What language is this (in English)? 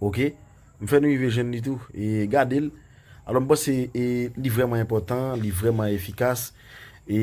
Haitian Creole